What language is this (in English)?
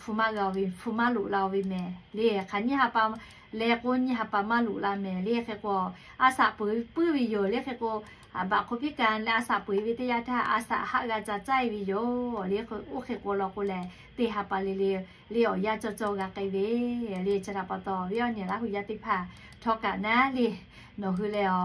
Lahu